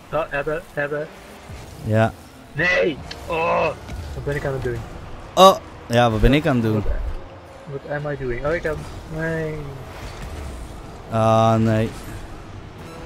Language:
Dutch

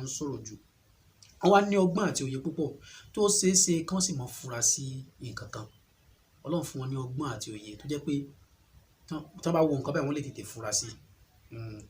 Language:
Yoruba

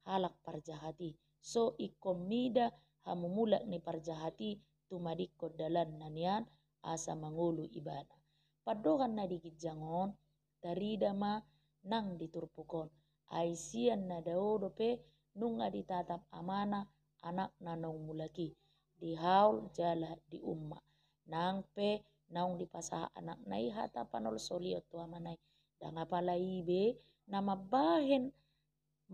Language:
Batak Toba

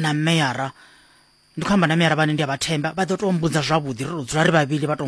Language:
Venda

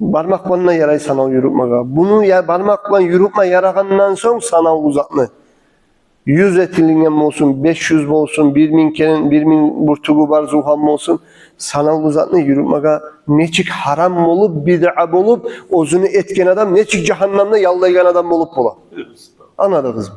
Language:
Kumyk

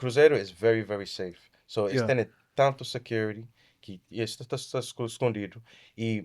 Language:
Kabuverdianu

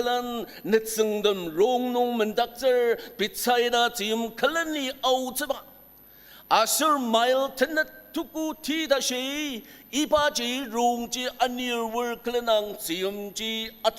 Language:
Ao Naga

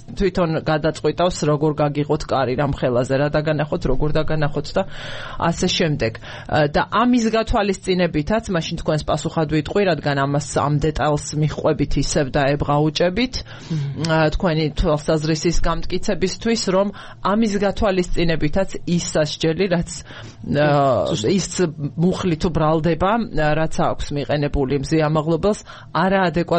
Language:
Georgian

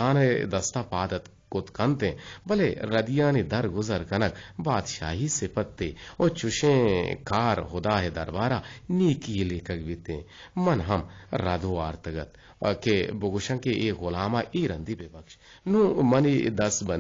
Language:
Eastern Balochi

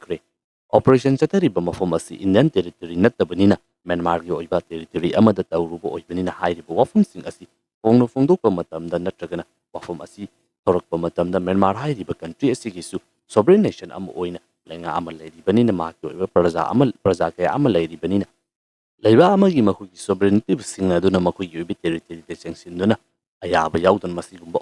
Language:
Manipuri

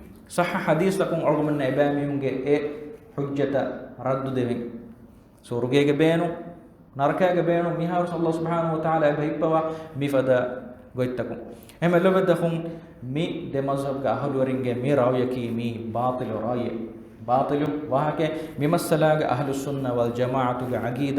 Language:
Divehi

